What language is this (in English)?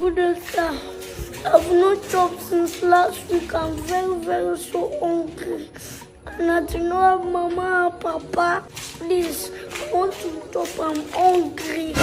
Nigerian Pidgin